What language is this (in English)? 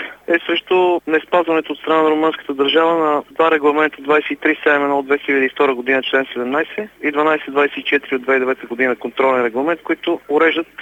Bulgarian